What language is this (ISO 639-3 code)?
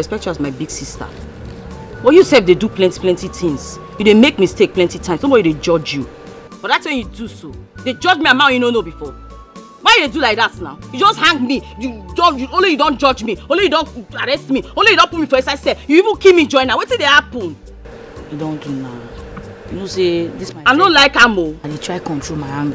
pcm